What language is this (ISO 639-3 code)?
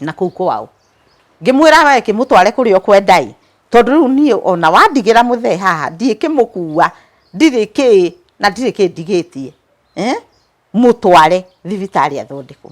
kik